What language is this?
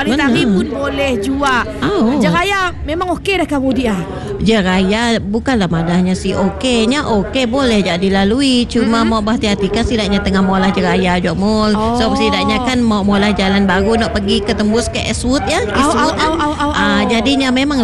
Malay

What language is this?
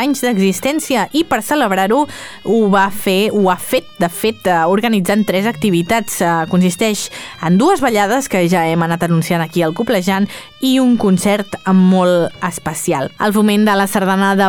Catalan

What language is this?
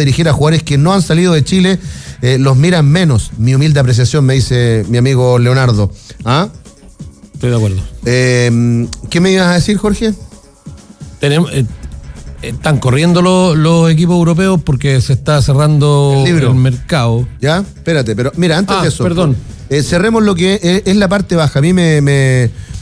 Spanish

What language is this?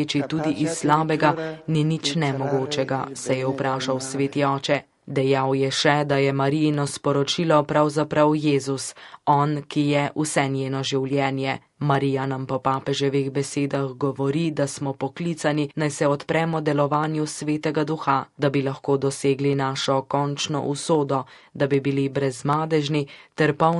Slovenian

